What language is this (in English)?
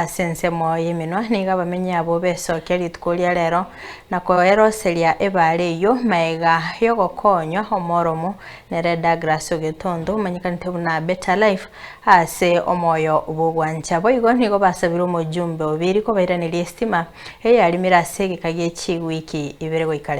Gusii